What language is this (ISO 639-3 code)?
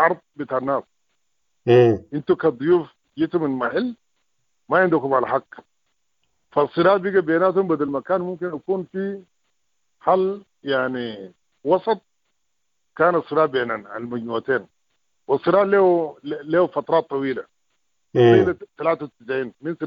apd